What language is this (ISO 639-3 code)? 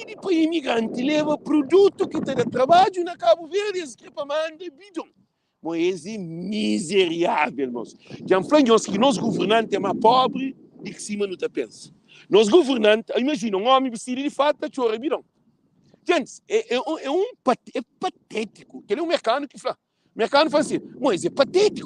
kea